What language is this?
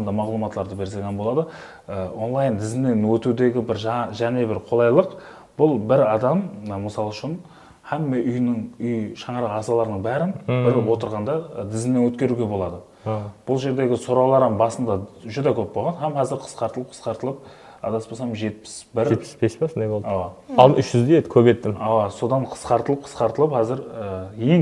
Kara-Kalpak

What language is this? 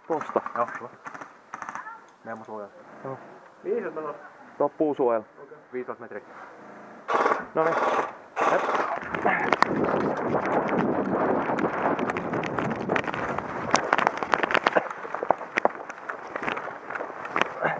Finnish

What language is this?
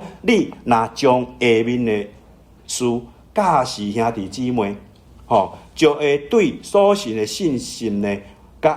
Min Nan Chinese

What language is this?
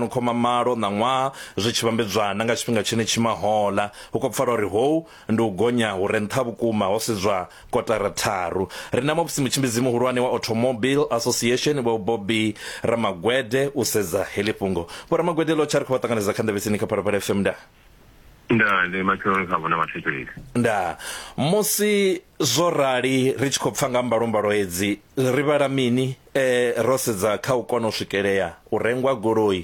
Venda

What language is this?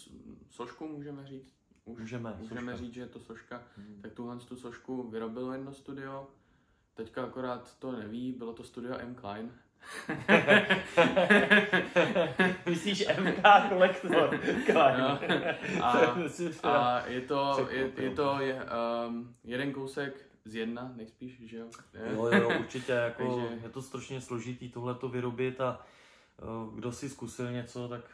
Czech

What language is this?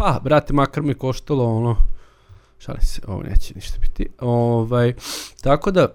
Serbian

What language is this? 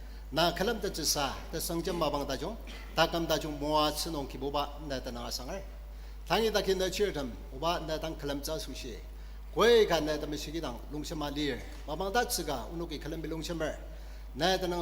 Ao Naga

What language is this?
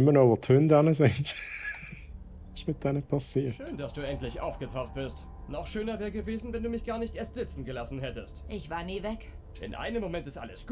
Swiss German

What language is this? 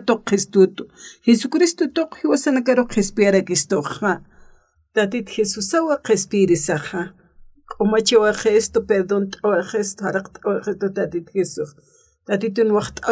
Aymara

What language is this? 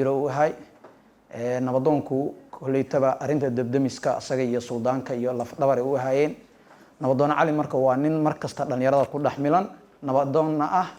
Somali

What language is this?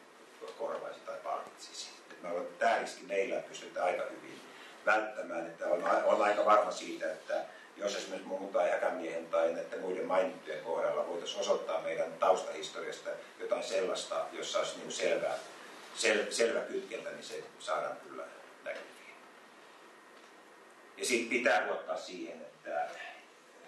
Finnish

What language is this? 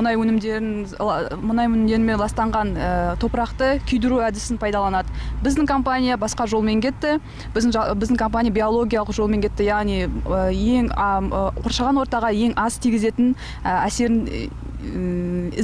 Kazakh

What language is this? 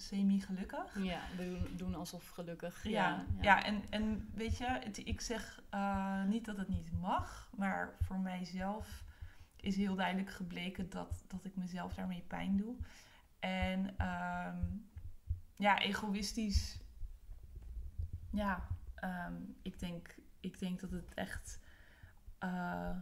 Dutch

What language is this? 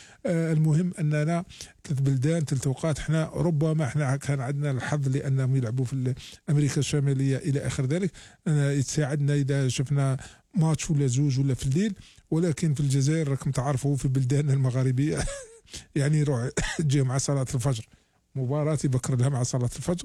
Algerian Arabic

